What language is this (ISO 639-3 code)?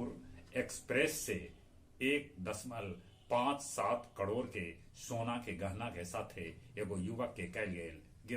mag